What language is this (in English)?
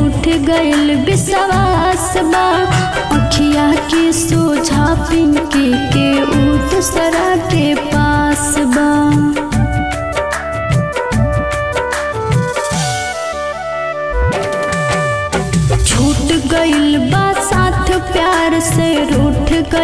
Bhojpuri